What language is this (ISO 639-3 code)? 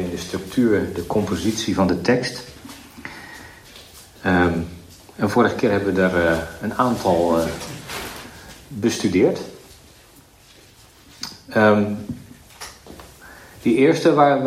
nld